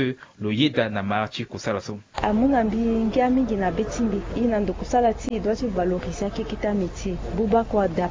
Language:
Sango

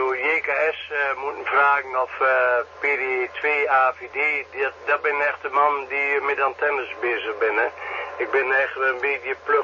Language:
Dutch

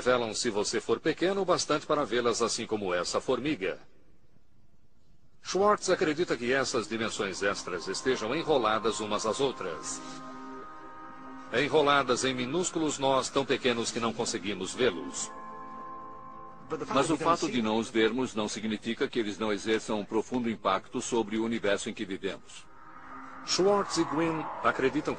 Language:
Portuguese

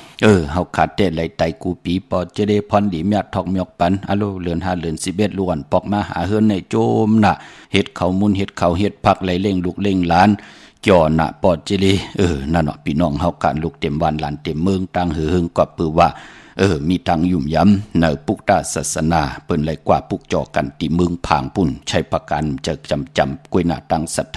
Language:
Shan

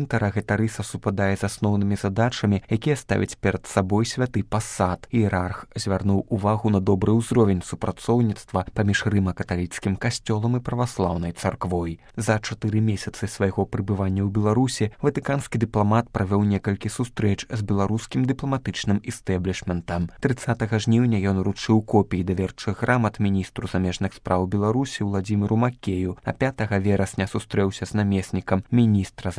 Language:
Belarusian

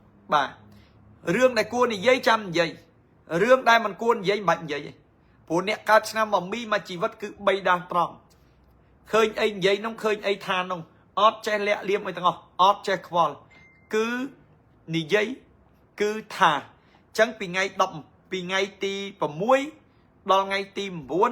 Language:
Khmer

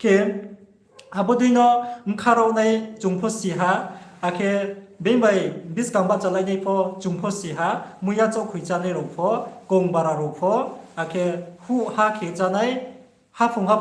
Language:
Riang (India)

